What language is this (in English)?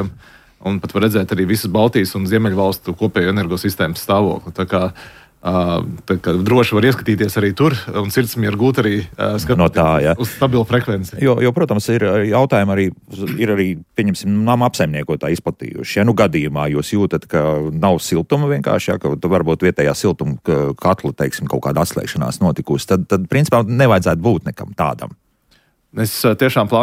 Latvian